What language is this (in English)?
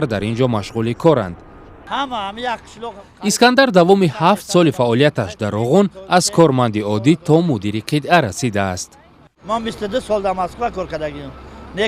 Tajik